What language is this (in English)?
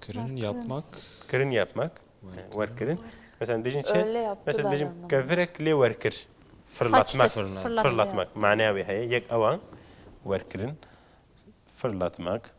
Kurdish